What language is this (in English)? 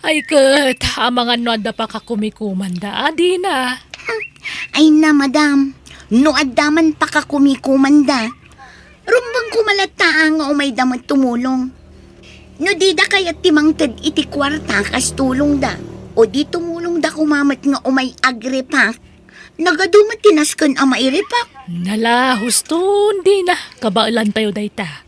Iloko